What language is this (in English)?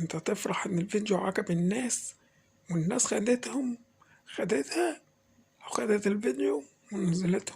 Egyptian Arabic